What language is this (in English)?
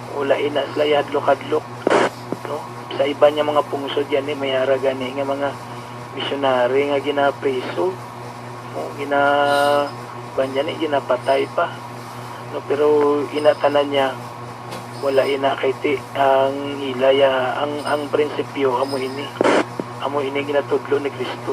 Hiligaynon